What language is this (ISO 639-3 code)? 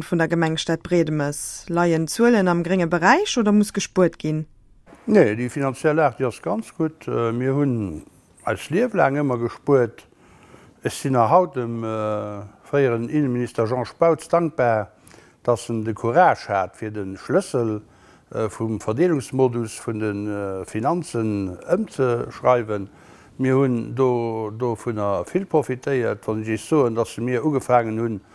ltz